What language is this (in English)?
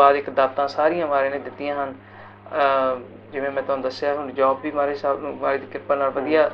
Punjabi